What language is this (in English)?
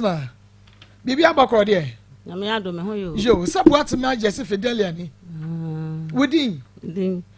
Akan